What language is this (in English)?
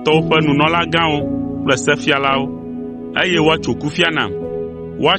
Ewe